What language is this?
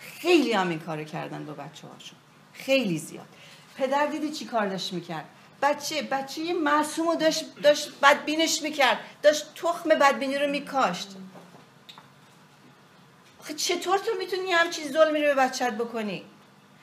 Persian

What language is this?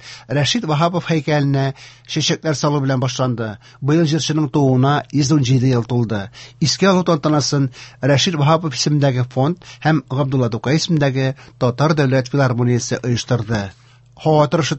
Tatar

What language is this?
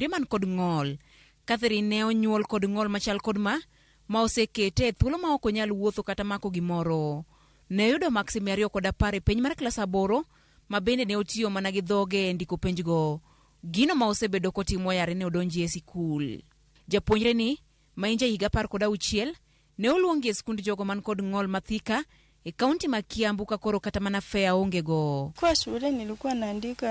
Luo (Kenya and Tanzania)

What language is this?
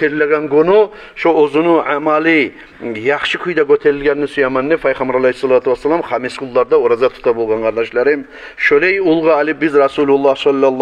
Kumyk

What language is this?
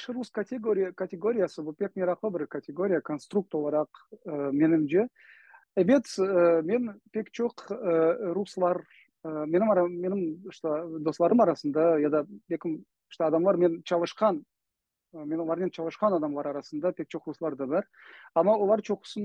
Crimean Tatar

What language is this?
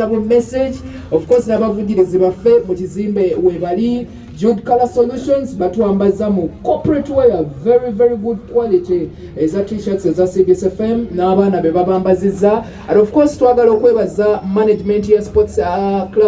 Ganda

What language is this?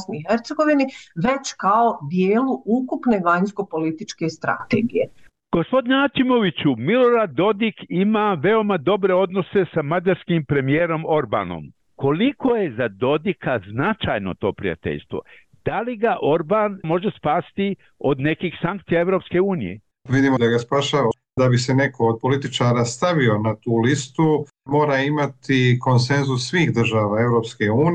Bosnian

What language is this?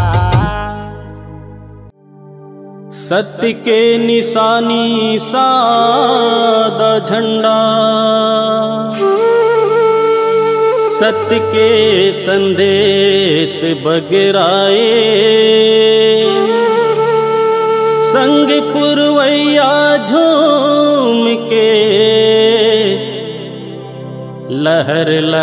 Chhattisgarhi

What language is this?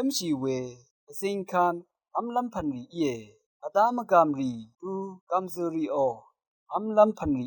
Rawang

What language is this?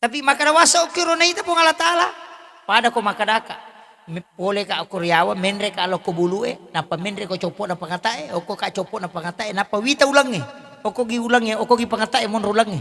Buginese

